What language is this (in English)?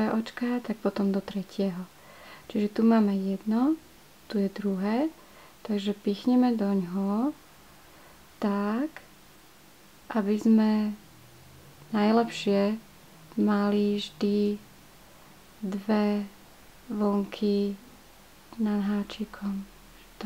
Slovak